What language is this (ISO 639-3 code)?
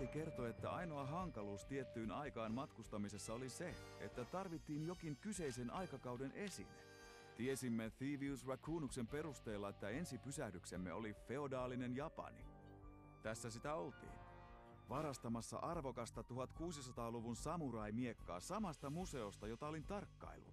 fin